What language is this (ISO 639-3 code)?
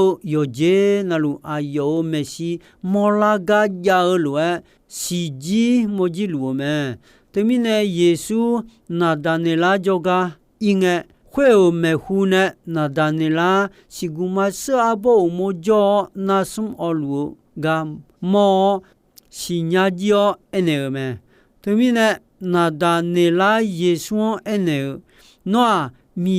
ahk